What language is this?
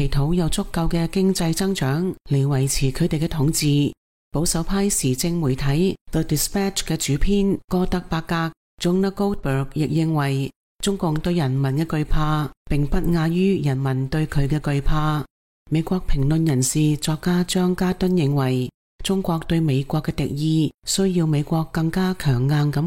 Cantonese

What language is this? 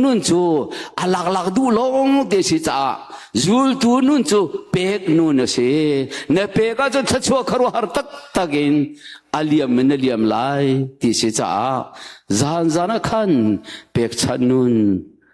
Hakha Chin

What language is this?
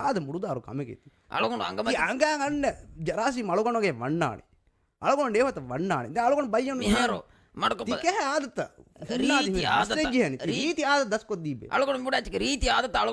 Divehi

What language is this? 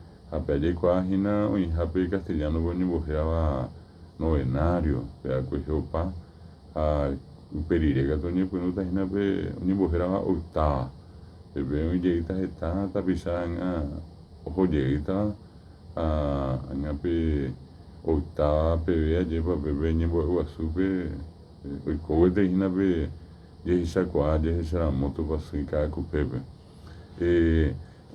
Guarani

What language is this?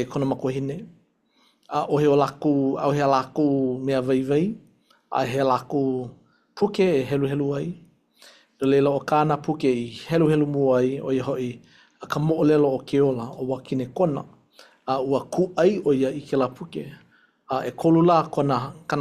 Hawaiian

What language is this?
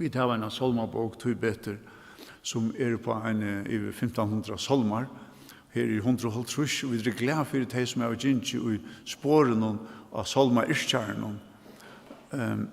Faroese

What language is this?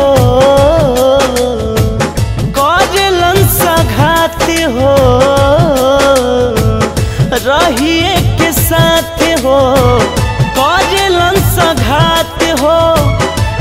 Bhojpuri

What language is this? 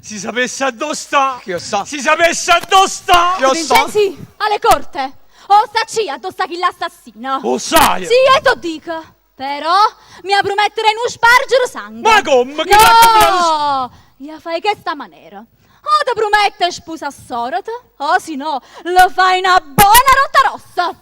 Neapolitan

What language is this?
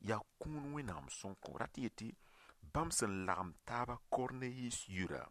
Mossi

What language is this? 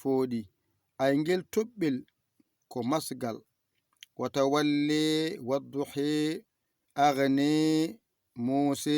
Fula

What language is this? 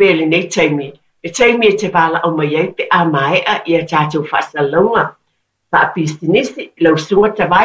Samoan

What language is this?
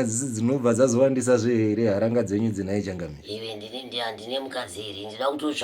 Shona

